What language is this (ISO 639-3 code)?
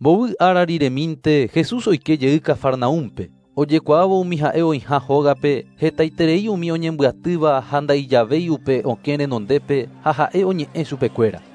grn